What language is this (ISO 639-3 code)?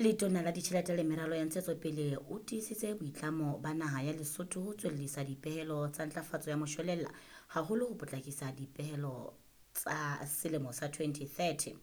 sot